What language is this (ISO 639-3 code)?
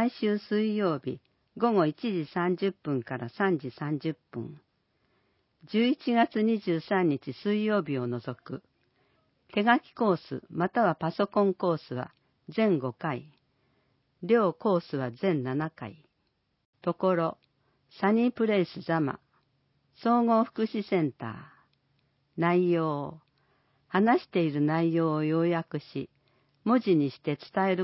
jpn